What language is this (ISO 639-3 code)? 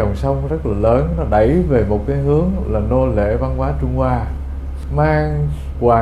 vie